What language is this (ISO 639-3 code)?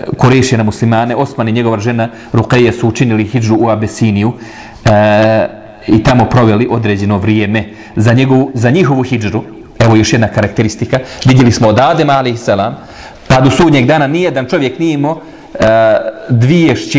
bos